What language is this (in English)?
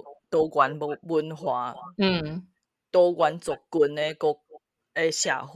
Min Nan Chinese